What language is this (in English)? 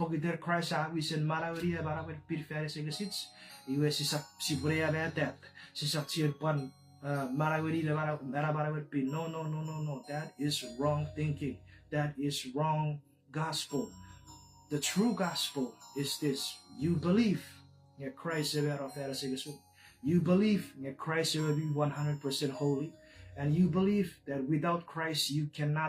Chuukese